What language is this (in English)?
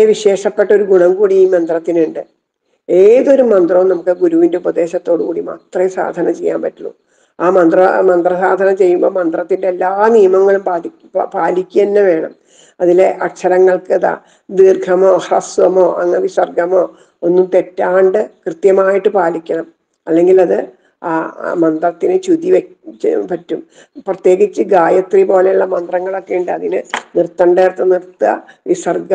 Malayalam